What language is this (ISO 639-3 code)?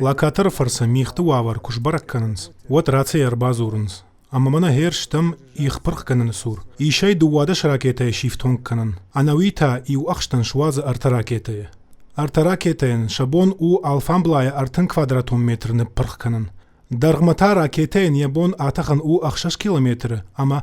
oss